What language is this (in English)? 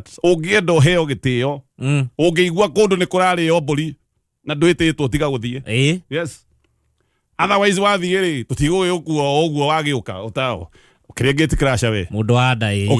Kikuyu